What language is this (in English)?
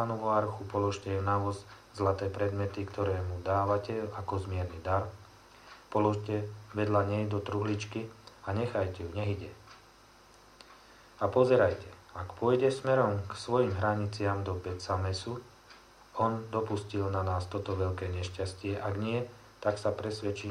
Slovak